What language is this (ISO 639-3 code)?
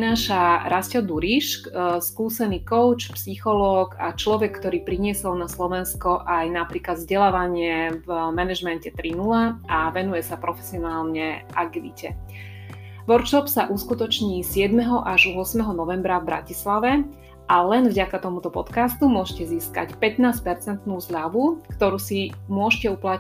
slk